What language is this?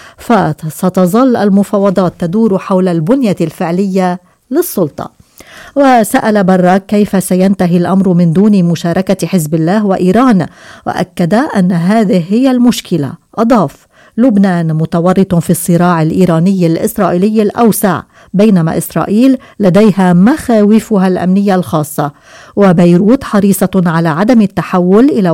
Arabic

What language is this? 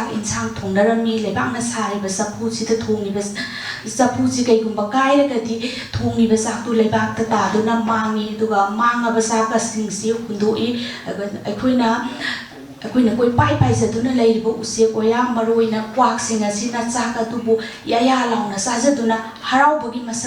Manipuri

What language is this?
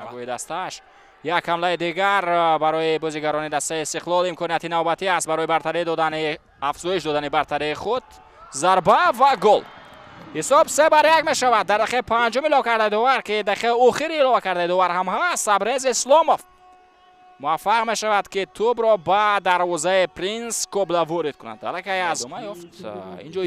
Tajik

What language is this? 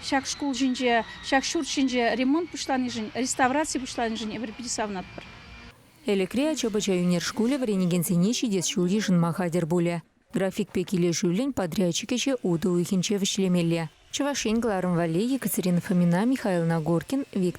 Chuvash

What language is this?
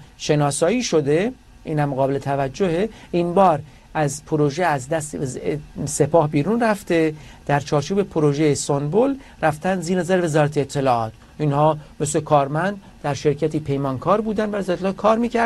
Persian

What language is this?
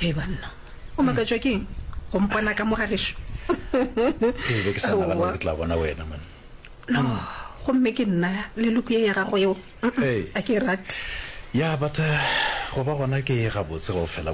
Northern Sotho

